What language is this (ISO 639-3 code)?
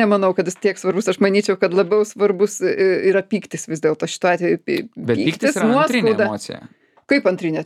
lit